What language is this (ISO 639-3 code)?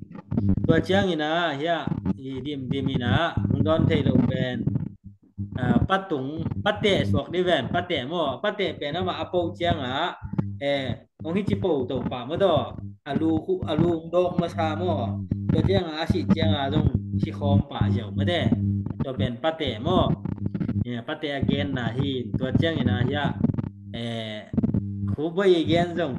ctd